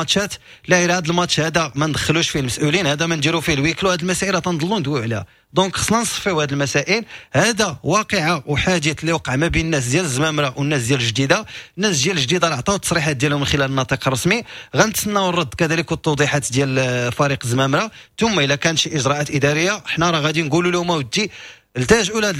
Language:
Moroccan Arabic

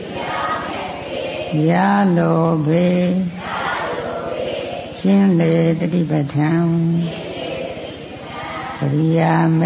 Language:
Burmese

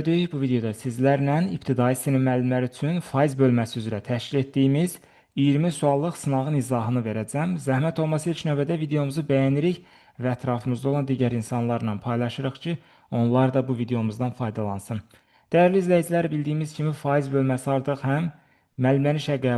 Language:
Azerbaijani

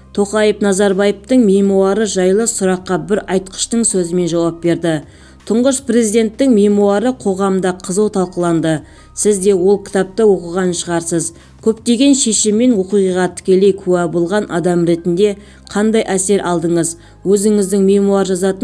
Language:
Kazakh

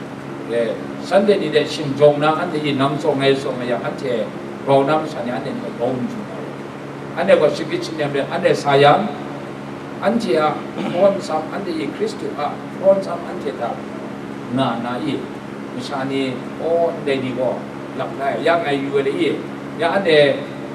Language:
Kachin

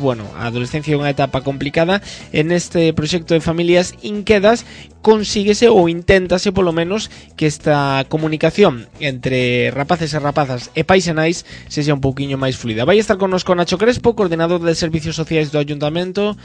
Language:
Galician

